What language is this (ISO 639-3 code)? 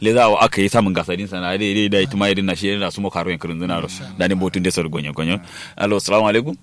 kau